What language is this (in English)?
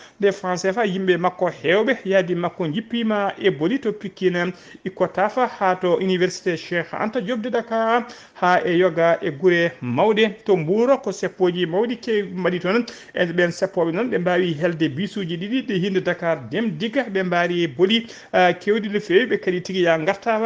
Fula